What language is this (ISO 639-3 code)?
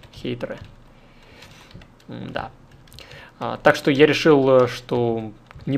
rus